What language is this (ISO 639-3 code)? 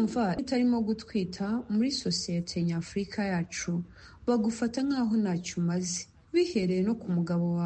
kin